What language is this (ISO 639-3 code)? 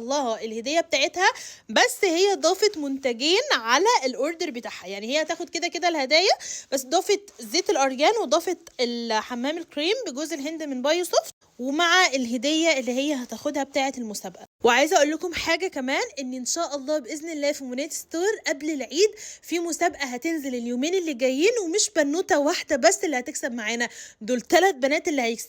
arz